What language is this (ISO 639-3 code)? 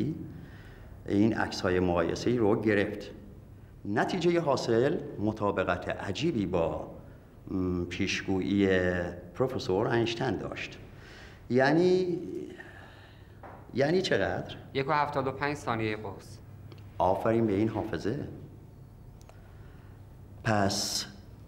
fas